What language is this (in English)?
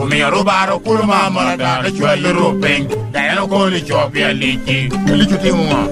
Lango (Uganda)